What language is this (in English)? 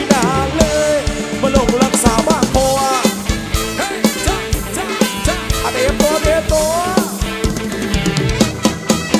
Thai